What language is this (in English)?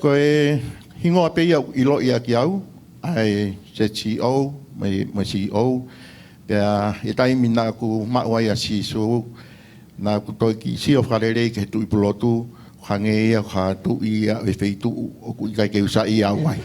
Tongan